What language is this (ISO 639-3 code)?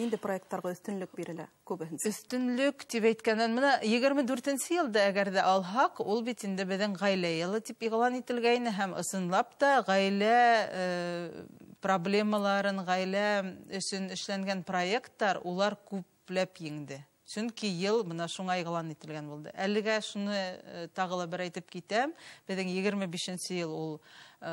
bak